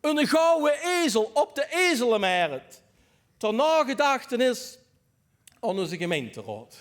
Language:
Limburgish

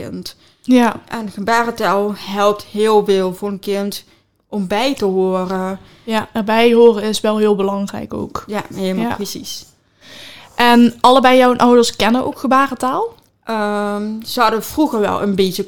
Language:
Dutch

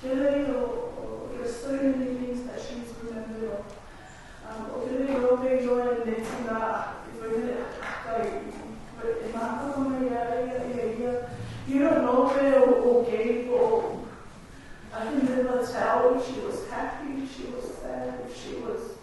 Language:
Samoan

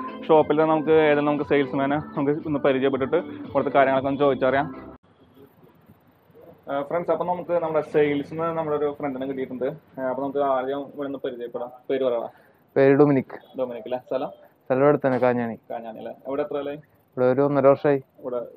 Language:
Malayalam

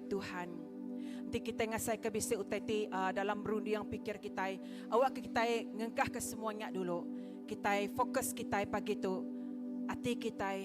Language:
Iban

